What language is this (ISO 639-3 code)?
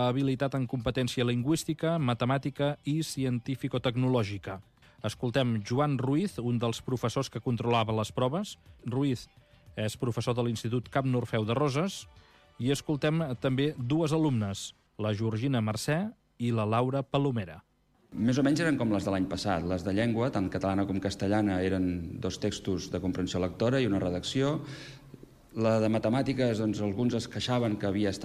cat